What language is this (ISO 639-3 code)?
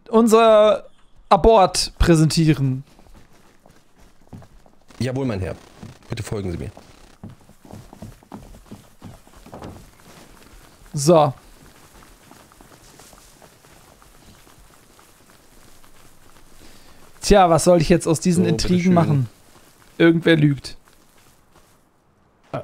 deu